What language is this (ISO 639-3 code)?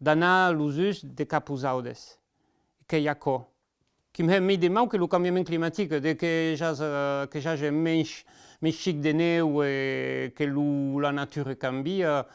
oci